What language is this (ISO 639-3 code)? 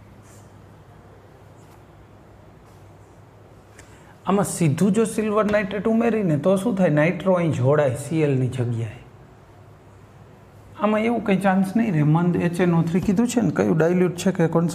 guj